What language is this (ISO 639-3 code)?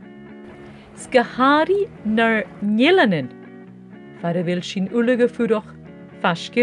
gla